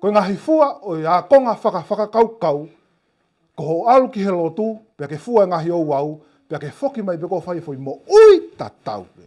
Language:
Tongan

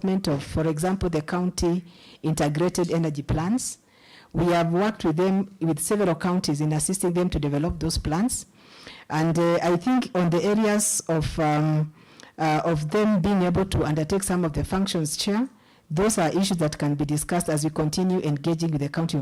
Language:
Kamba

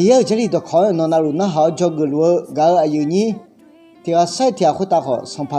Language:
Akha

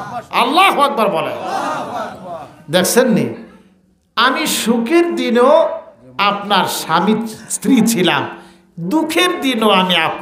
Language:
Bangla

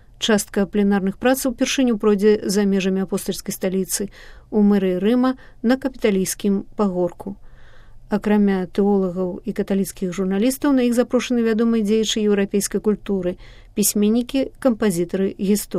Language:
Belarusian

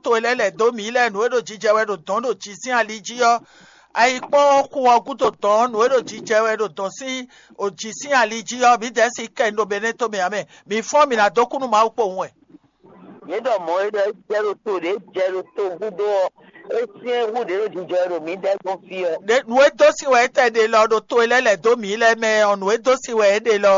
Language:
Fon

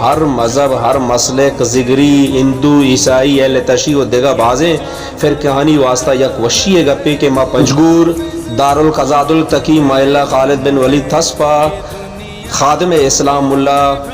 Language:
Baluchi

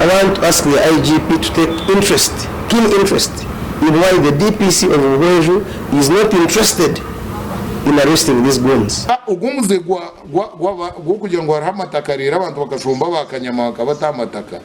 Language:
Nyankole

